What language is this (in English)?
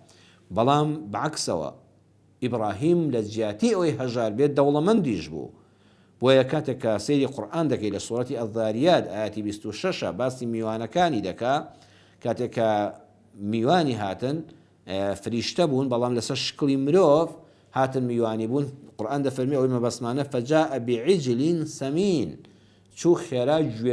Central Kurdish